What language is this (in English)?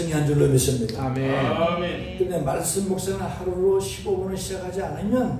Korean